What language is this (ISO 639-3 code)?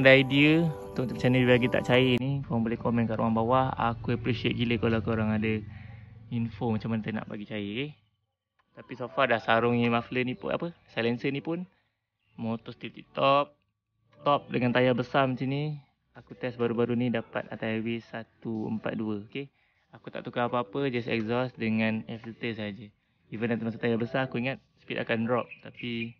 msa